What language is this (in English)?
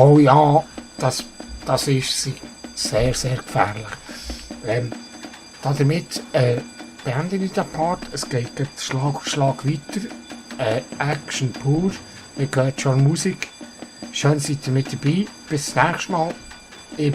Swiss German